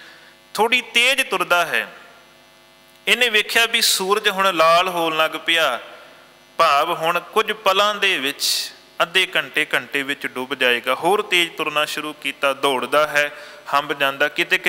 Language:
Punjabi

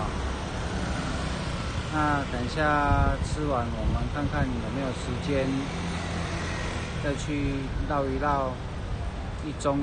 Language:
Chinese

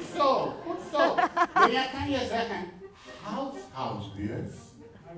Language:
Dutch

